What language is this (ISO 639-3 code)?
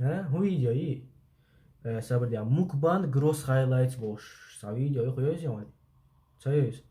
che